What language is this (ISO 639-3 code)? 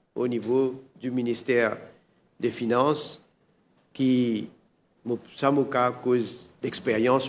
mfe